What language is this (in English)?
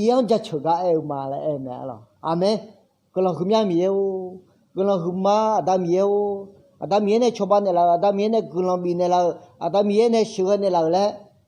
Akha